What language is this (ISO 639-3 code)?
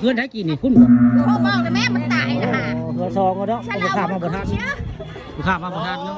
tts